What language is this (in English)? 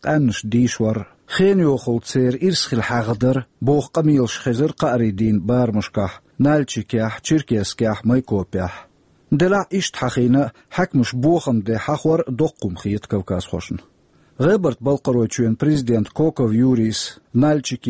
Chechen